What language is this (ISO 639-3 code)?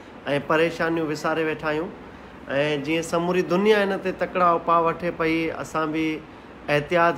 snd